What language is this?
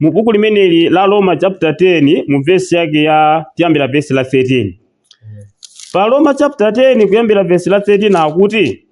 Nyanja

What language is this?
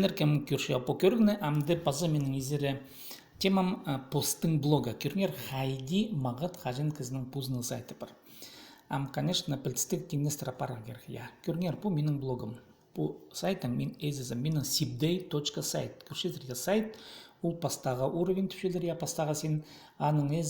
Khakas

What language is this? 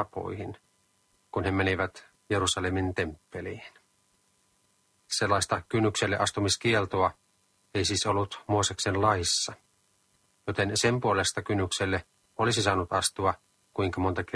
Finnish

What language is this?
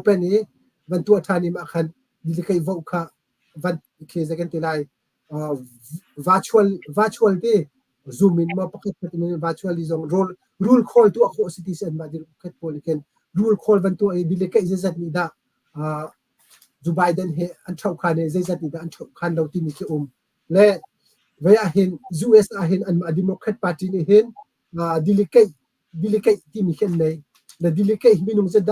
Hakha Chin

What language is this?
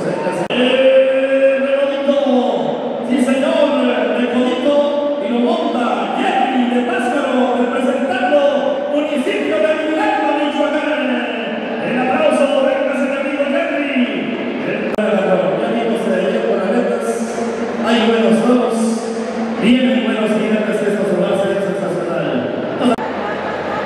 Spanish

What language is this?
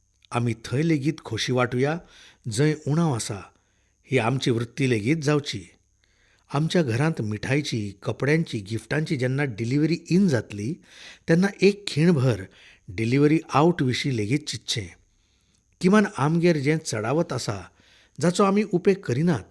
Konkani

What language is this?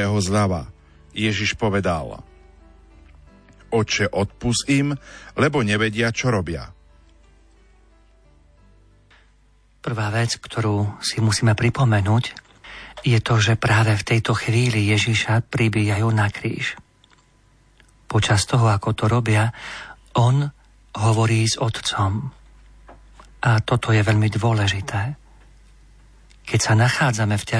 Slovak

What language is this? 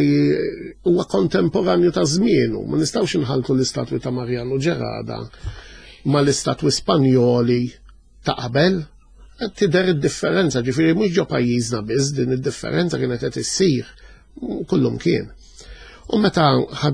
Maltese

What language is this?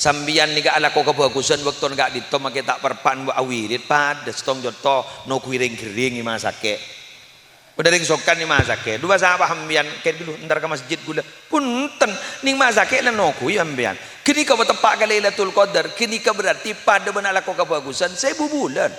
Madurese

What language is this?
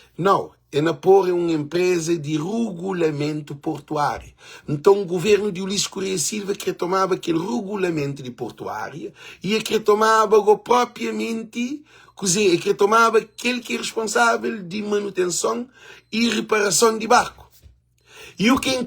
Kabuverdianu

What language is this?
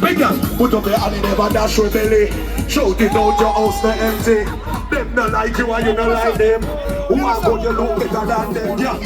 Jamaican Creole English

